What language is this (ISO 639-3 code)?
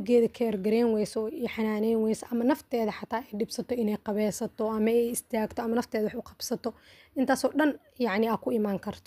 som